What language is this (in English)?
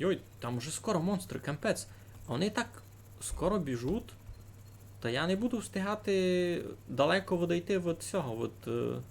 Rusyn